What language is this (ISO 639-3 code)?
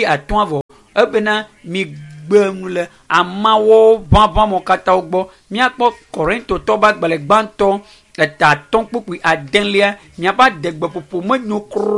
ewe